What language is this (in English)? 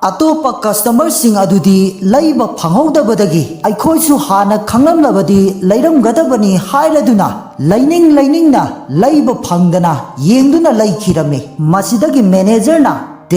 Manipuri